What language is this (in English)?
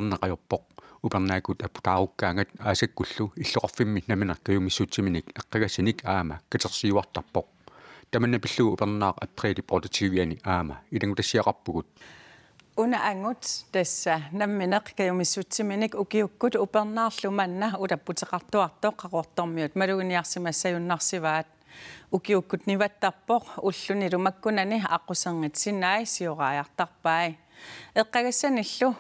Kalaallisut